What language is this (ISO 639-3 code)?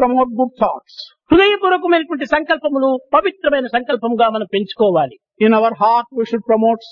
tel